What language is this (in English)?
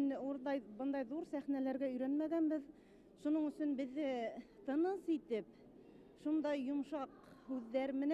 Bashkir